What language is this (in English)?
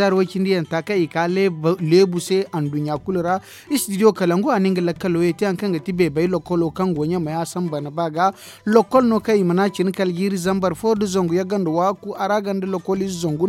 Zarma